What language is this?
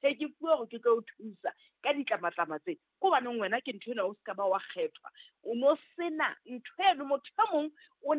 Southern Sotho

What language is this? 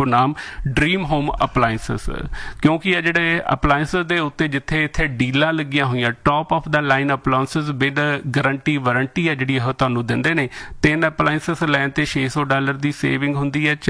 Punjabi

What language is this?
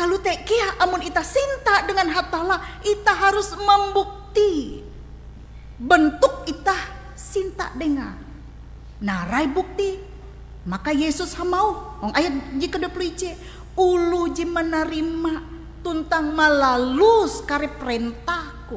Ngaju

